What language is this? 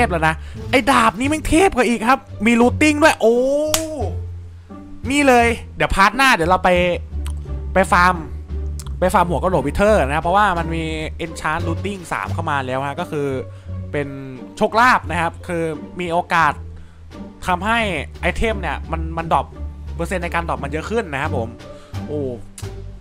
Thai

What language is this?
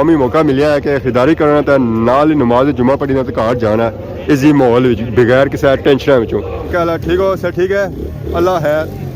Pahari-Potwari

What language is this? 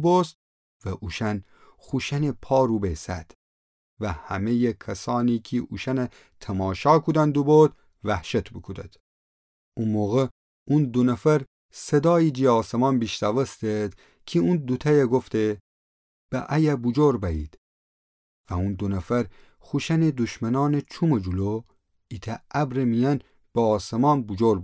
Gilaki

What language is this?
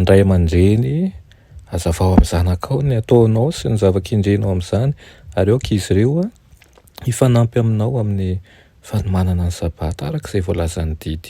Malagasy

